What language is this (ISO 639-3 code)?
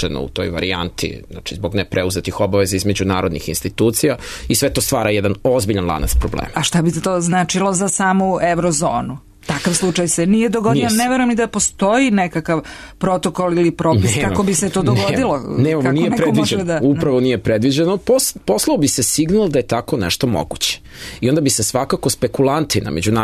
srp